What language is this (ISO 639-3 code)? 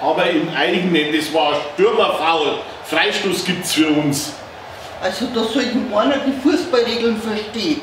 bar